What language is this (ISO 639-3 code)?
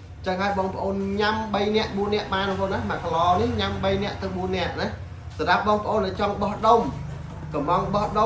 khm